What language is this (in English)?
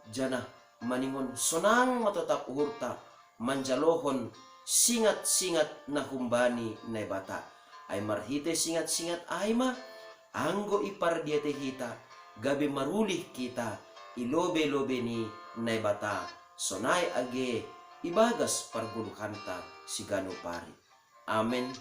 Batak Simalungun